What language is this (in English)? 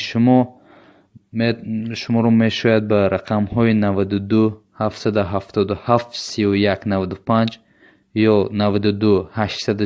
Tajik